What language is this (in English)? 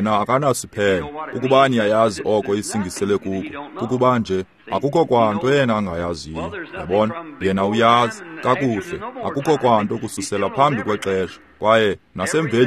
Xhosa